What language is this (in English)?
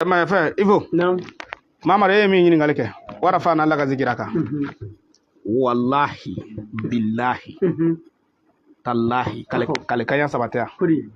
Bambara